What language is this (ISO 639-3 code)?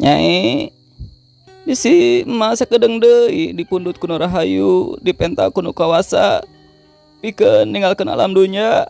sun